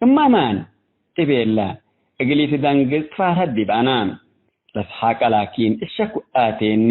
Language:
Tigre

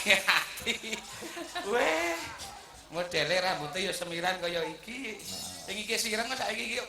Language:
Javanese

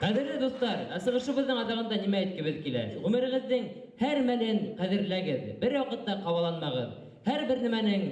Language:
Bashkir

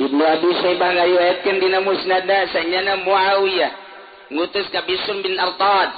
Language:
Sundanese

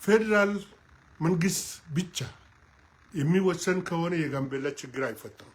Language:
Amharic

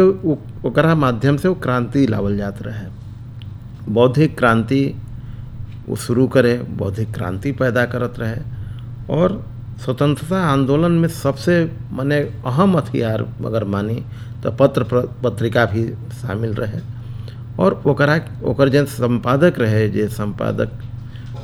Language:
Bhojpuri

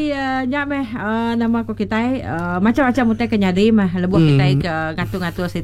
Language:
Iban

